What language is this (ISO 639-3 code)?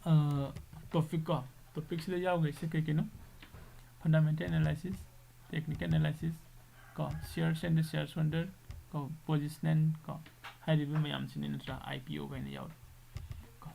mni